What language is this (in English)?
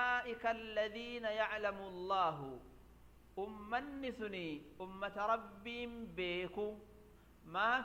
Oromo